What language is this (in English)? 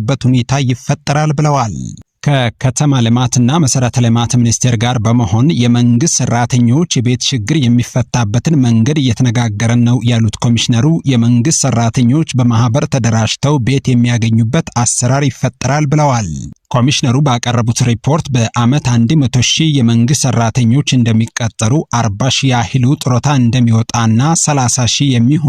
Amharic